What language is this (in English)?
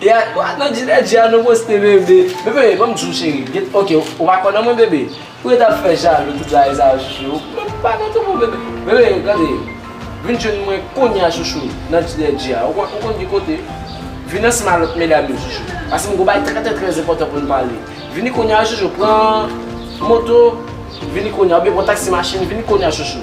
Haitian Creole